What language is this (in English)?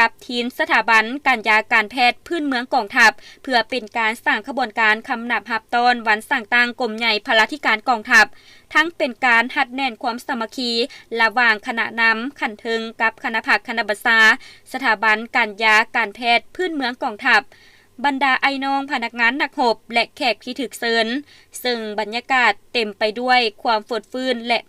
Lao